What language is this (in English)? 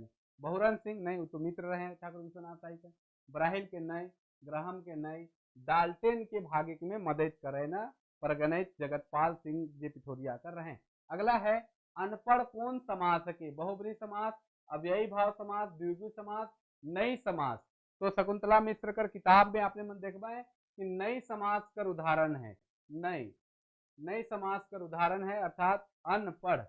Sadri